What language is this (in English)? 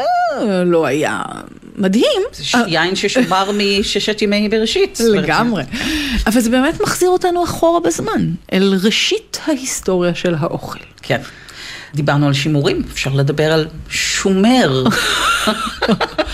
Hebrew